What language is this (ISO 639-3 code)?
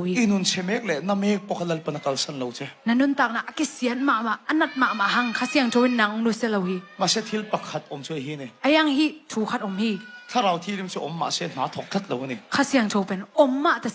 ctd